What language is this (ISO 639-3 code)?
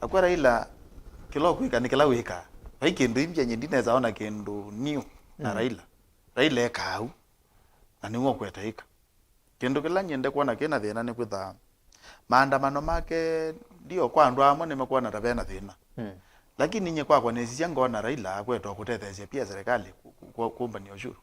kam